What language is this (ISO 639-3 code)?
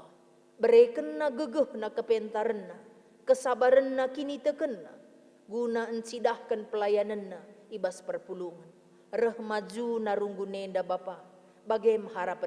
btx